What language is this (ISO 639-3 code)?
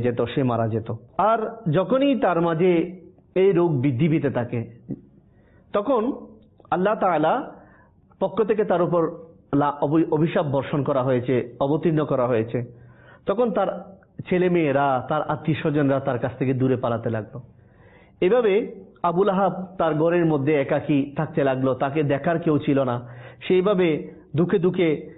ben